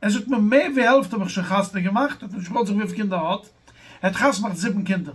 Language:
Yiddish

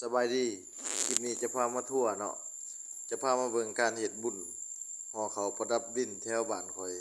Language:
Lao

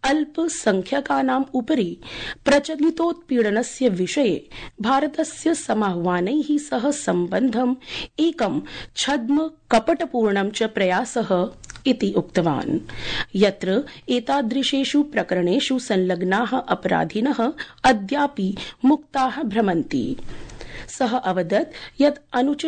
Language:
Sanskrit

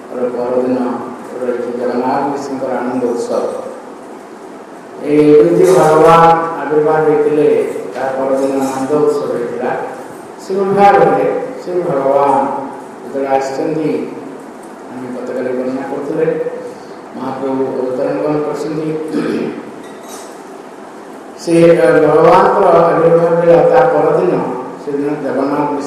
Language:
Odia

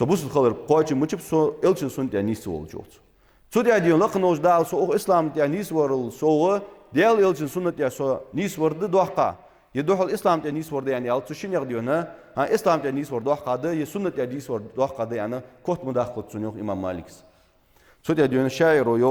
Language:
Ingush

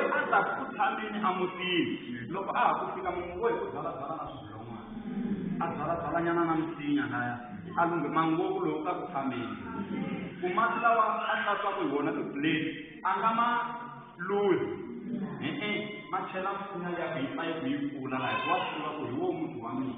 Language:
Tsonga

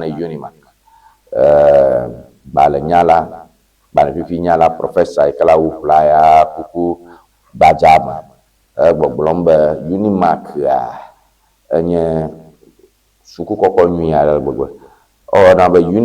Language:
Ewe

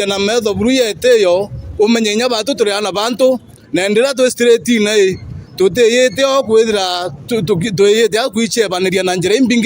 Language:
Meru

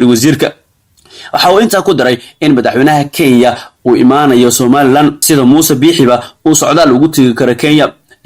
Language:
Somali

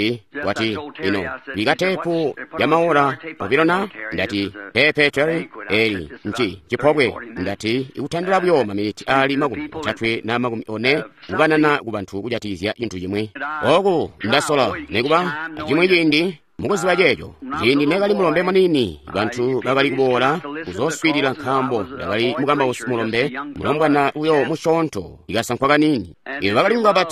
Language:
Tonga (Zambia)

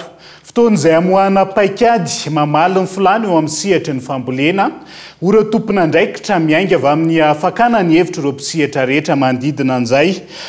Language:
Malagasy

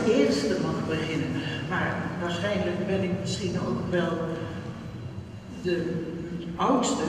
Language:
Dutch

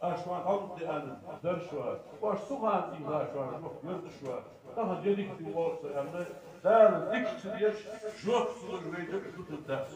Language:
Ingush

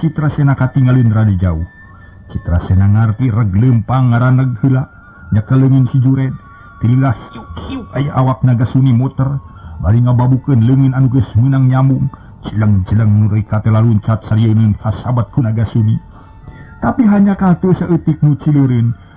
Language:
Sundanese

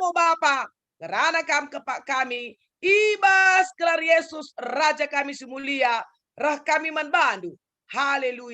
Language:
Batak Karo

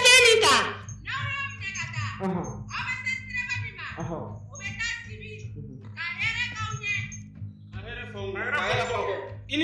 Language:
Bambara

